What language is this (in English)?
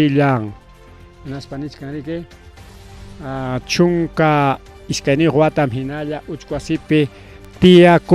Ayacucho Quechua